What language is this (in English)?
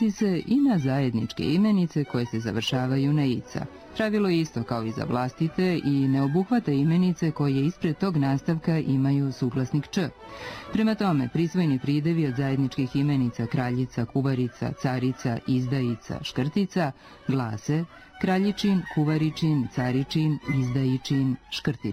Serbian